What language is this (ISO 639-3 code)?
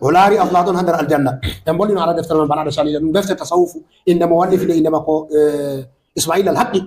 ful